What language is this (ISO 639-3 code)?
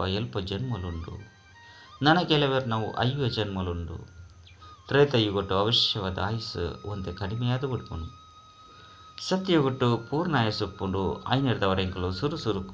tcy